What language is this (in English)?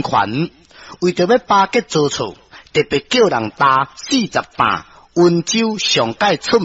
Min Nan Chinese